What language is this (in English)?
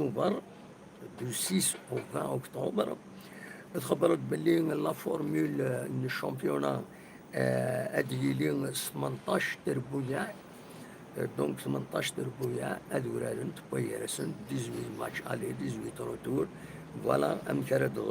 Kabyle